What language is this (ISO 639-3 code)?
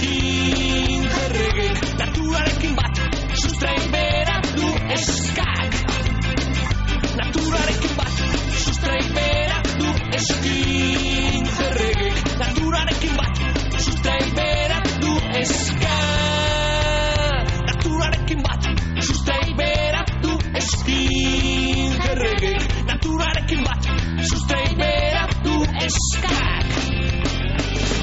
eus